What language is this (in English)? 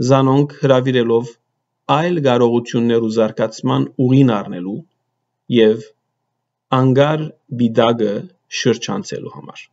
Western Armenian